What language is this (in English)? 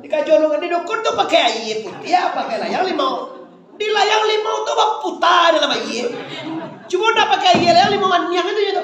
Minangkabau